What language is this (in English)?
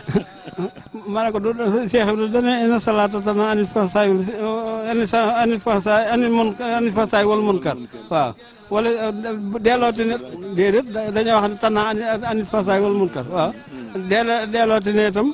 Wolof